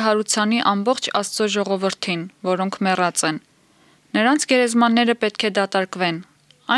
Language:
Armenian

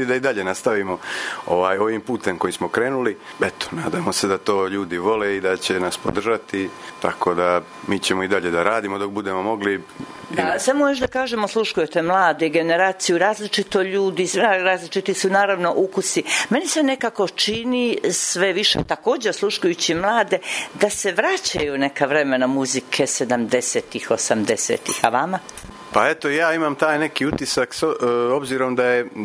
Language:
Serbian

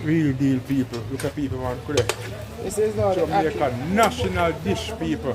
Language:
Jamaican Creole English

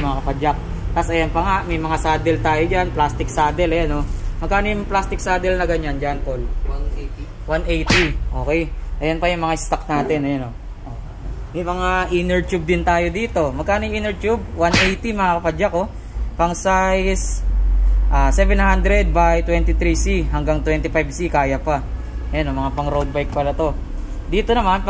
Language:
Filipino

